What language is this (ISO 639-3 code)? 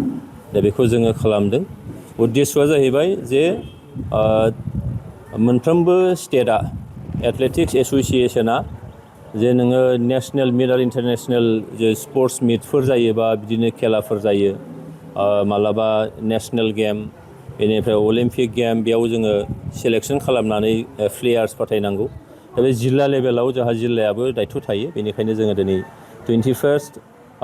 brx